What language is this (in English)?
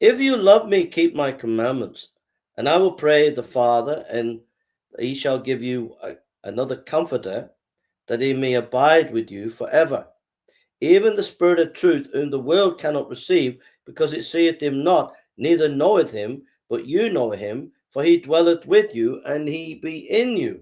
English